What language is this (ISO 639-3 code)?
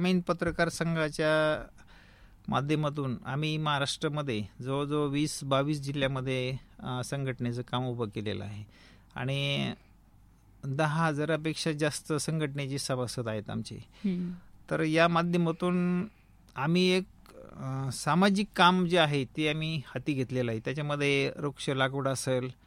mar